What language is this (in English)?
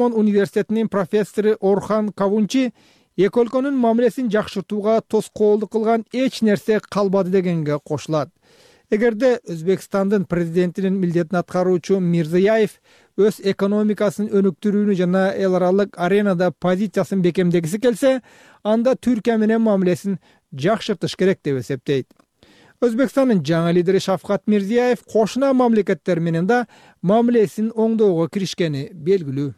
Kyrgyz